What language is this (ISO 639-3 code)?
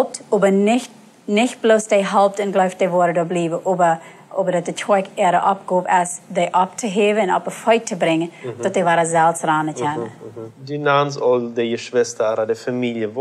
pdt